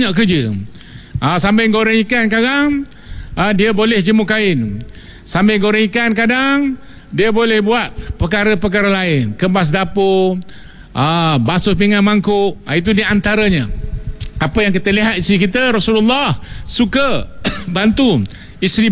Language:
Malay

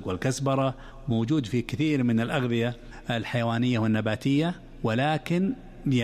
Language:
Arabic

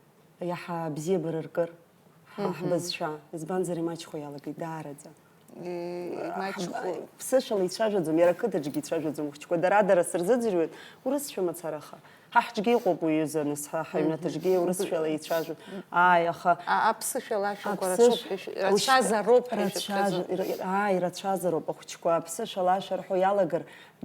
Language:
Abkhazian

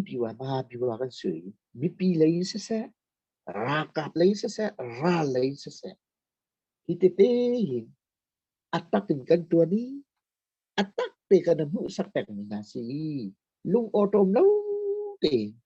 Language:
Hakha Chin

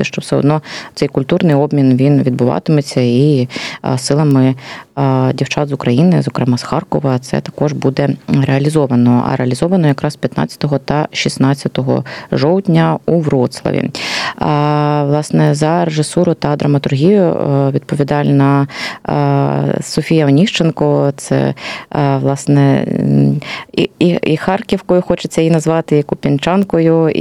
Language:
Ukrainian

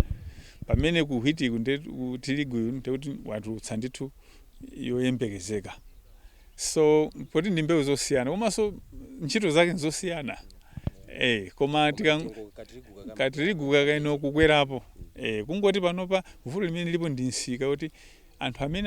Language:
Nyanja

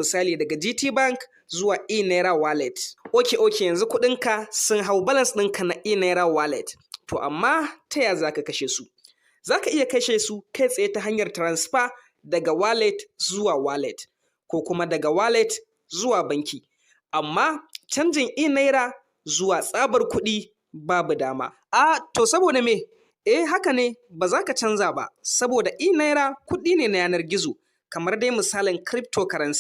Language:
Hausa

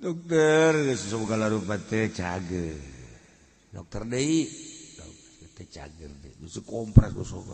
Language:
Sundanese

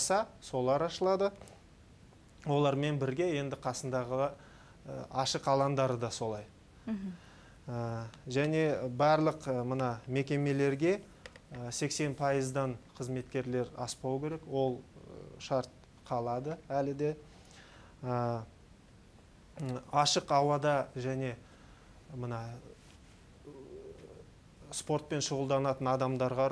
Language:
Kazakh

